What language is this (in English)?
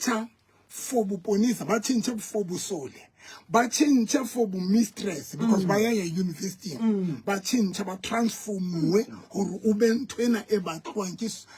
Southern Sotho